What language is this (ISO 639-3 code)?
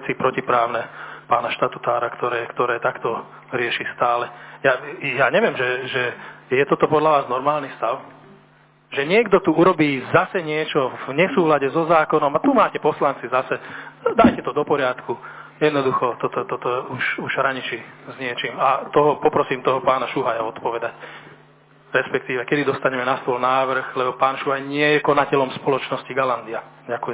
slk